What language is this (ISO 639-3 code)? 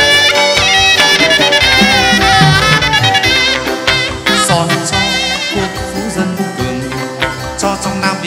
vie